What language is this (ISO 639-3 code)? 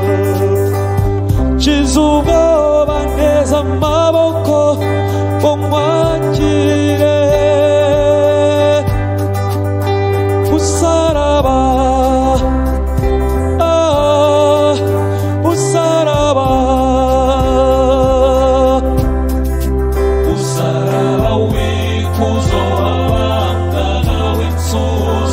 kin